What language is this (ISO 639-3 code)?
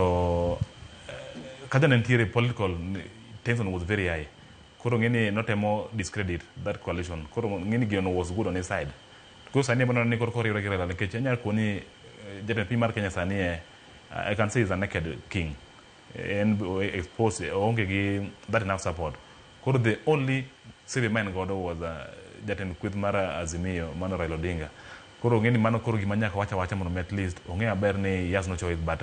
luo